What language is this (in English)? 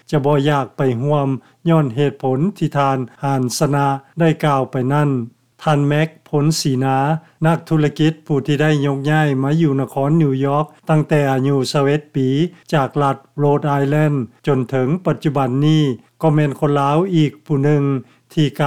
Lao